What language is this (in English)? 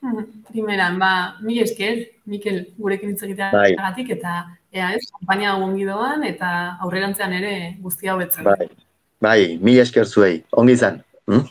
Basque